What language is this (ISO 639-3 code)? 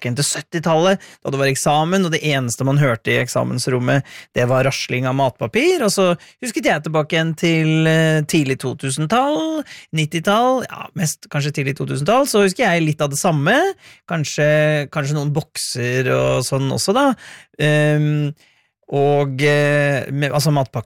nor